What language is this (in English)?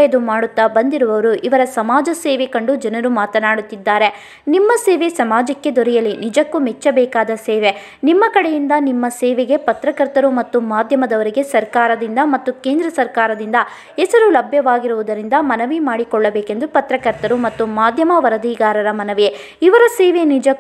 Kannada